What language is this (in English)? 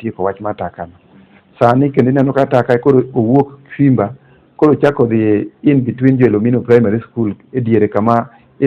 Luo (Kenya and Tanzania)